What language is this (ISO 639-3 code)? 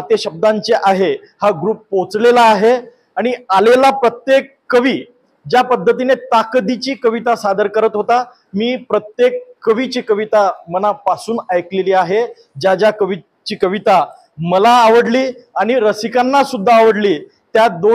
mar